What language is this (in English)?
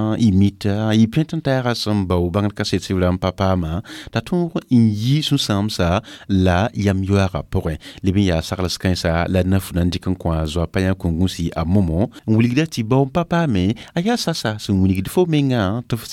Mossi